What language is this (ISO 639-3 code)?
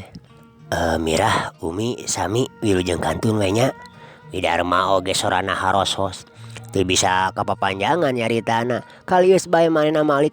sun